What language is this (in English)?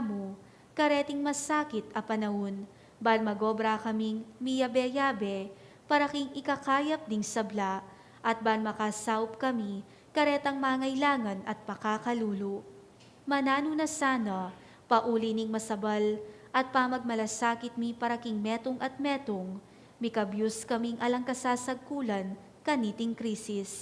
Pampanga